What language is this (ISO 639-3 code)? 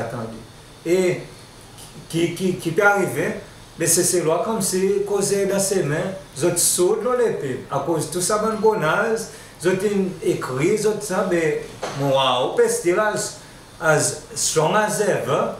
crs